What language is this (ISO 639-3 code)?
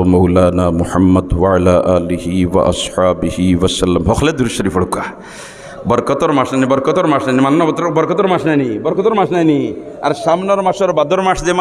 syl